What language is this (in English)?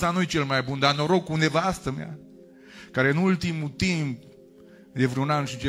Romanian